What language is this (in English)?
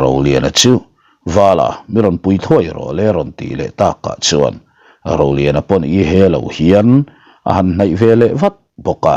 Mizo